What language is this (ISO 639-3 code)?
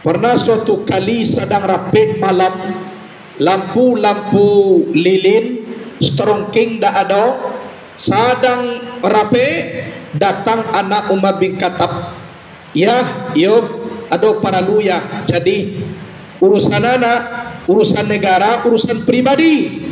min